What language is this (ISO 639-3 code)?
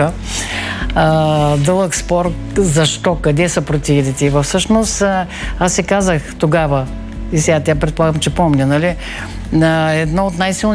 bul